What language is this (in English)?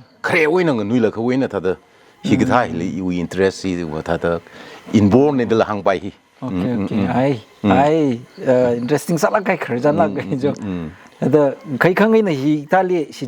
Tangkhul Naga (India)